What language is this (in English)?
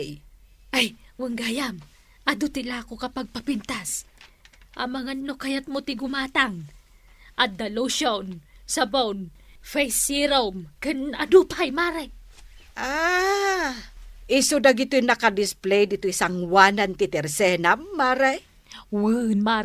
Iloko